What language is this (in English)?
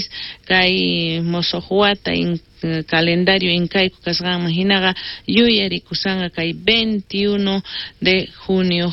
South Bolivian Quechua